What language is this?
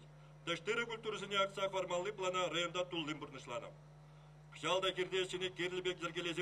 Chuvash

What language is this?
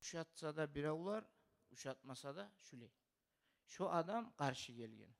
Kumyk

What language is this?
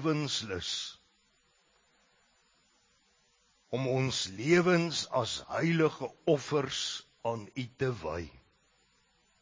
Afrikaans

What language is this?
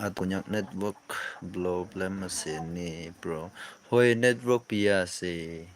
Naga Pidgin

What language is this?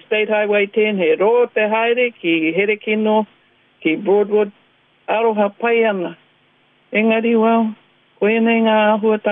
Māori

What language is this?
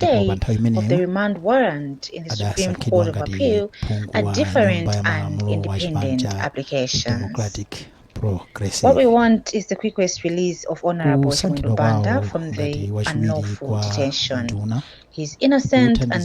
Nyanja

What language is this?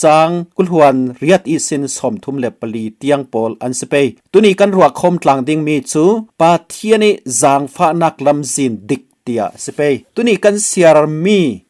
Falam Chin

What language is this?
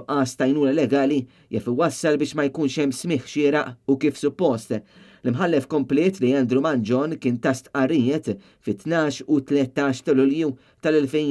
Maltese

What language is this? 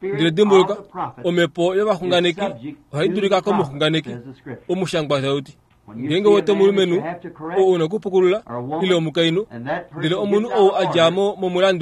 Kuanyama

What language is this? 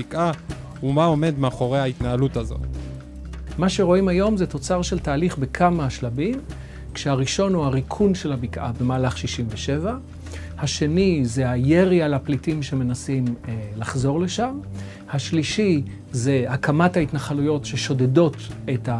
Hebrew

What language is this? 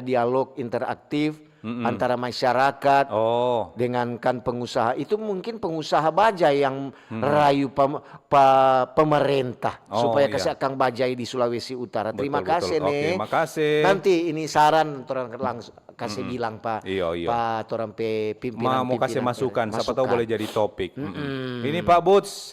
Manado Malay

